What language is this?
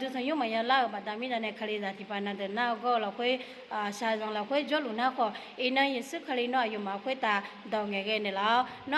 Akha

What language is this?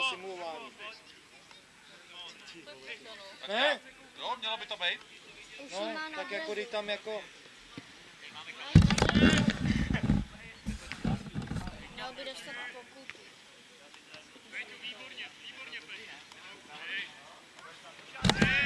Czech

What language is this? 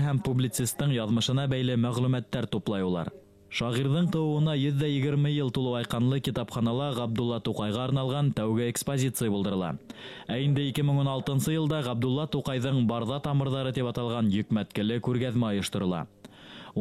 Bashkir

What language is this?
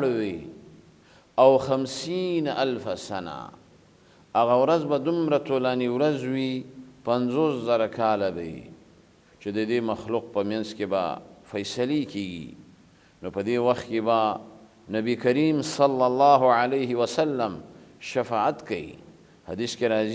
Pashto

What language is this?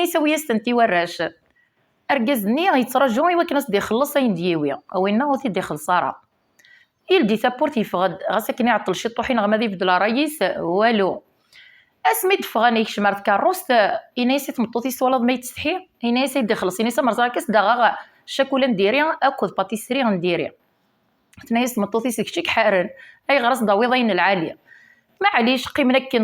Kabyle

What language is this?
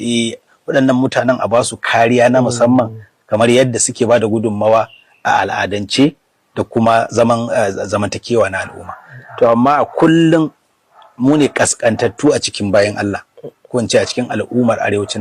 Hausa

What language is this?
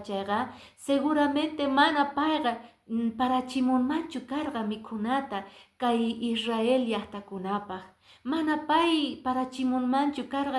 Quechua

